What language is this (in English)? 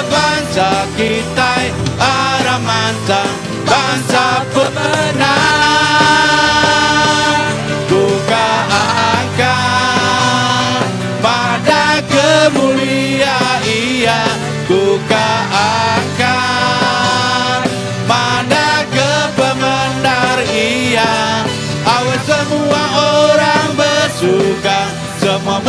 Iban